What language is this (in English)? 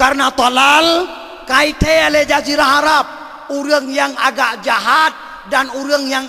Achinese